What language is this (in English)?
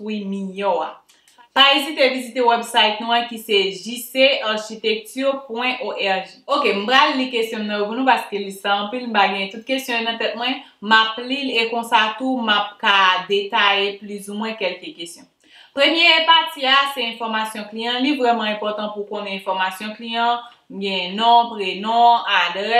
Haitian Creole